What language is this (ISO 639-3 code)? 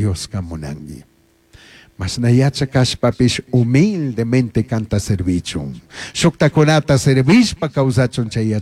qug